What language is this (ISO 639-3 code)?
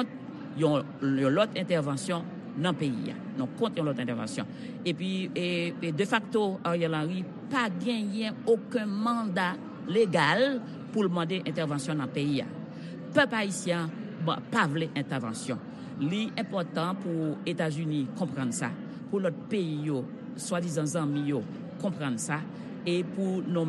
hat